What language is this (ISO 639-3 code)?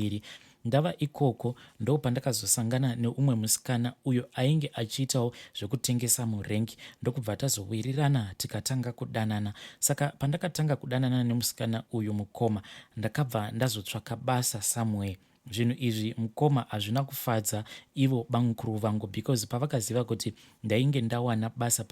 sna